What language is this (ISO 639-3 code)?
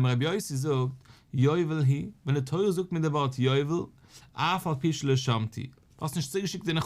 yid